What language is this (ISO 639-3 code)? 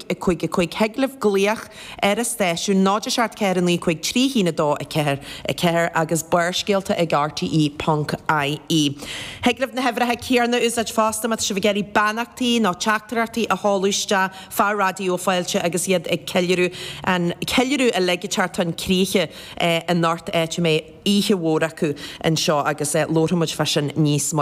gle